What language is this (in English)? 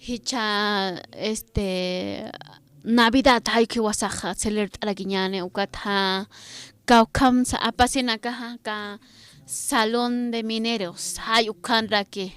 Aymara